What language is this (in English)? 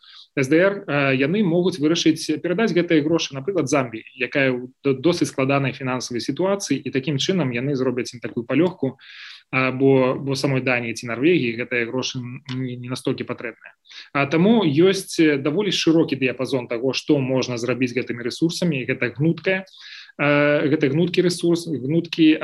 Belarusian